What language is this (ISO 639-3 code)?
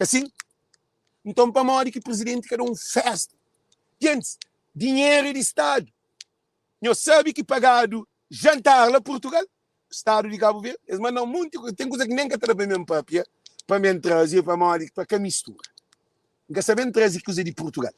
kea